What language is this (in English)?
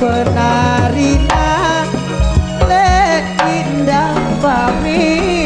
Madurese